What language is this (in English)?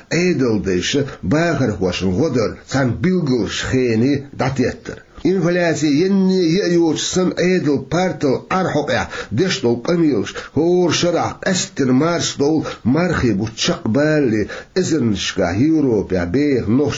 Chechen